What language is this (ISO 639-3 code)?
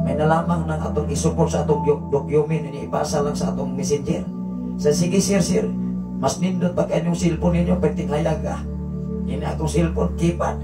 ceb